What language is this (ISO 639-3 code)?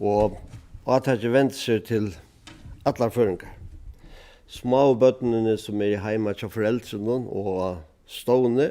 fao